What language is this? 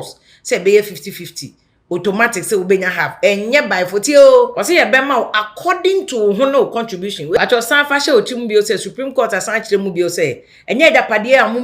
Akan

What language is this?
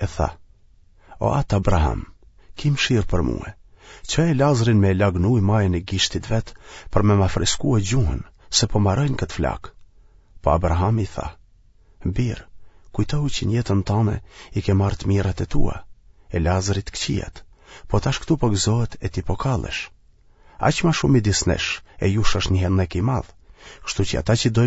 Albanian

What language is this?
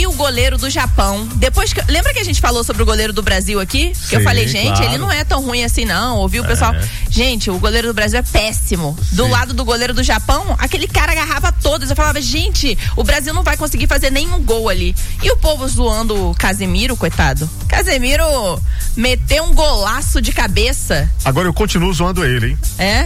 Portuguese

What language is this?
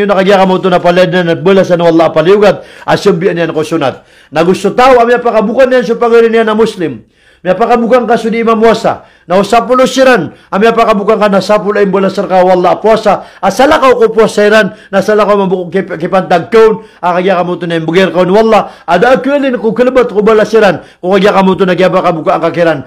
Maranao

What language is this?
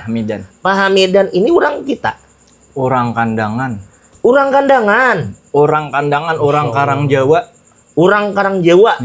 Banjar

